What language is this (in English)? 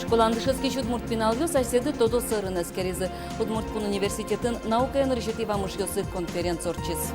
Udmurt